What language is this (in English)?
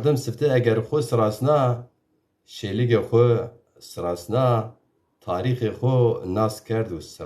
Zaza